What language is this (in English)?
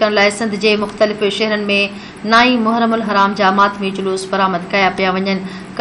Sindhi